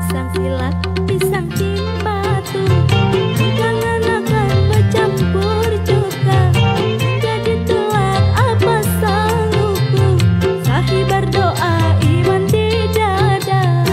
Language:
Banjar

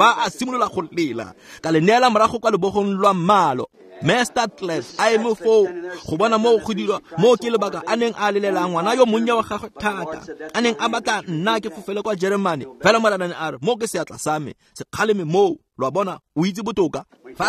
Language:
Tswana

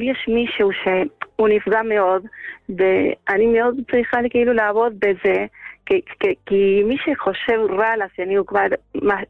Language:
Hebrew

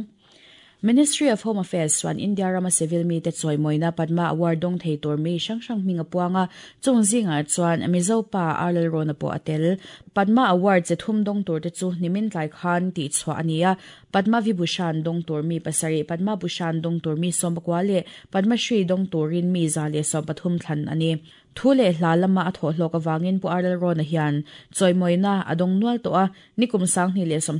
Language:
Mizo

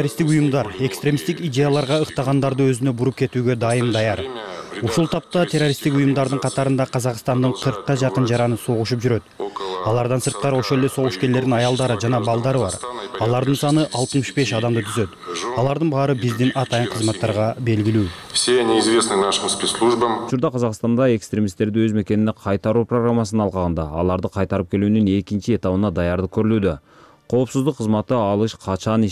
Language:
Kyrgyz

